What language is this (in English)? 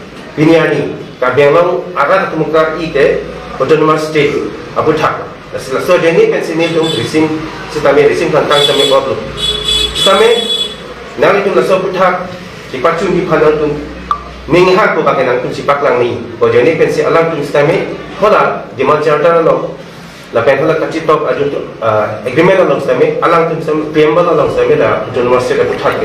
Karbi